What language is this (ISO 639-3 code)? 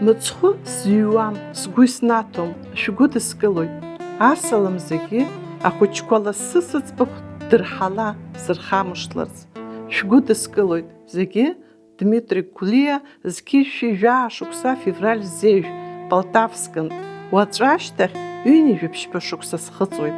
abk